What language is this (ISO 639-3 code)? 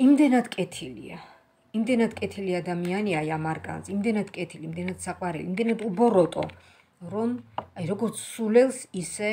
kat